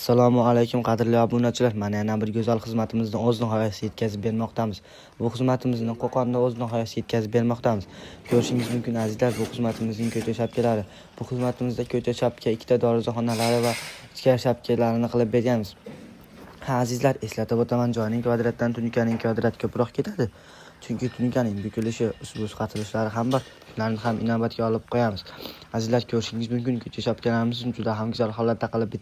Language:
Uzbek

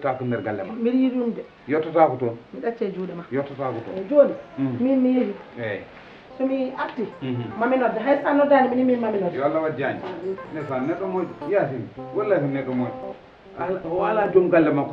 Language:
Fula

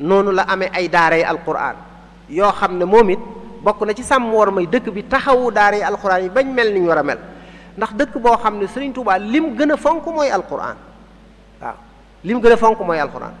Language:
Wolof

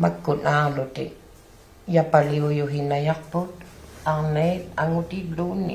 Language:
Inuktitut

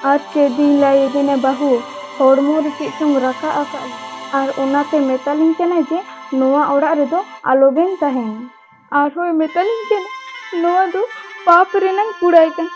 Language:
Santali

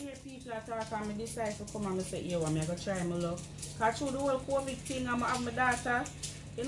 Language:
Jamaican Creole English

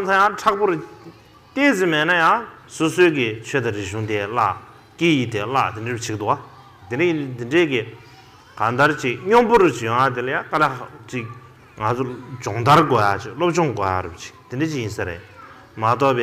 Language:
Tibetan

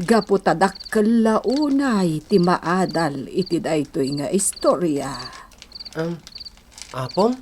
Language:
Iloko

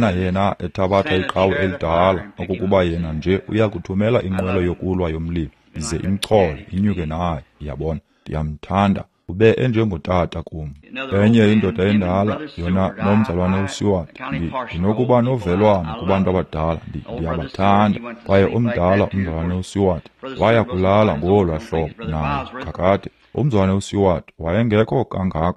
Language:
Xhosa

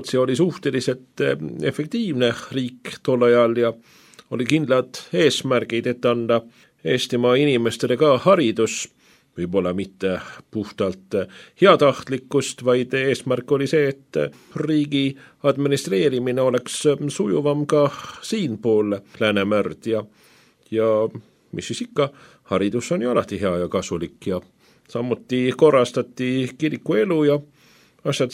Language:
Estonian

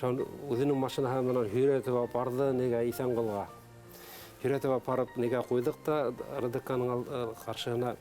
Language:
Bashkir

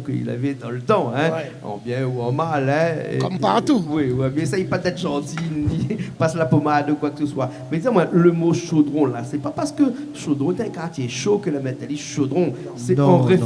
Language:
Réunion Creole French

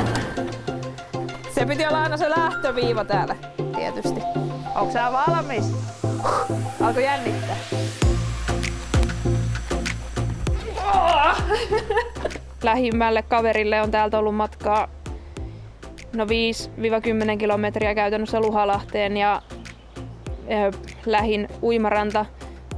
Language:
Finnish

